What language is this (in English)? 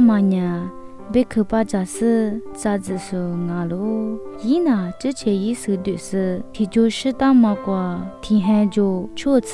Lisu